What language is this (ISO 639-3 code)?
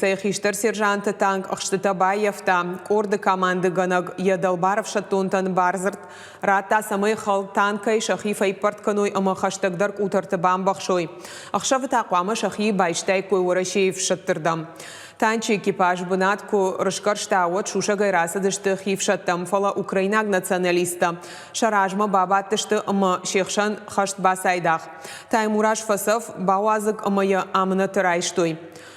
oss